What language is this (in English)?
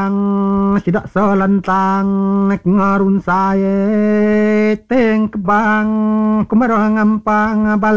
Iban